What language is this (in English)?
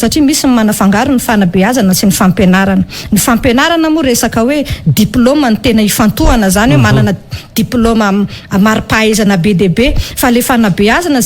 Malagasy